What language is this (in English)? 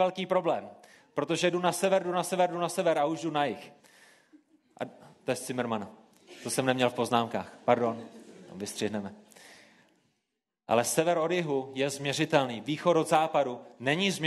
Czech